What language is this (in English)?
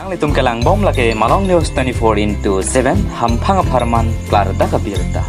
Karbi